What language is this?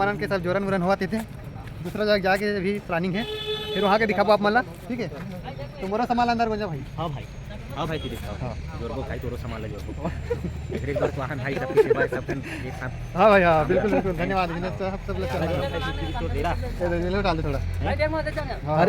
Chhattisgarhi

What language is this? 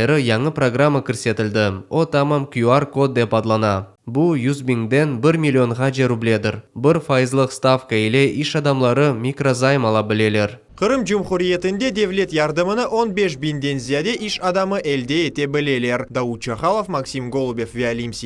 Crimean Tatar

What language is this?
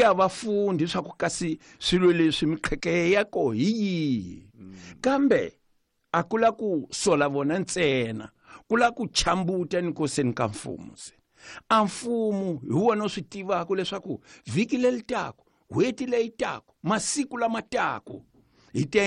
Tsonga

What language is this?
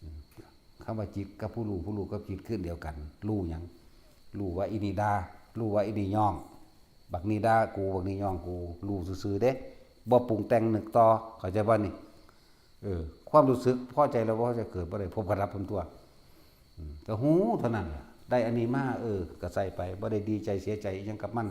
Northeastern Thai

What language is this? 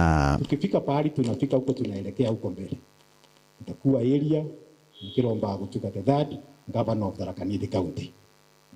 Meru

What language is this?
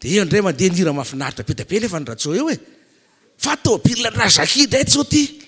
Malagasy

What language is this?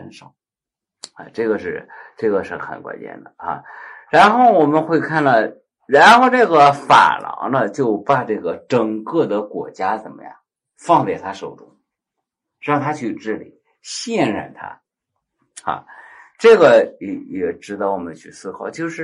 Chinese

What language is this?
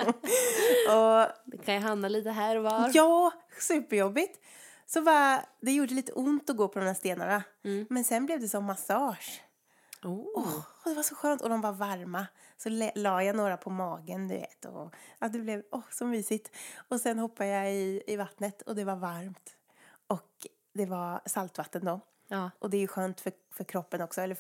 Swedish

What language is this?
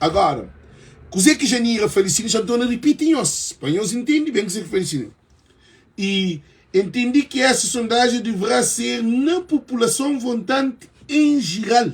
Kabuverdianu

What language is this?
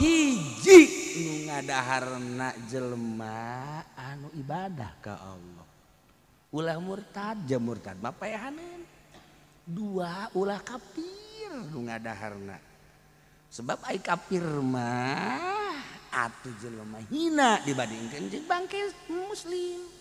Sundanese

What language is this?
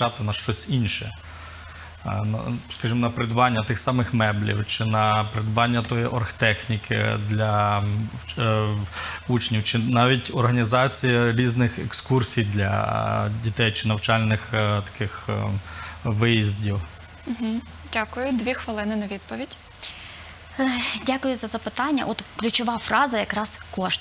Ukrainian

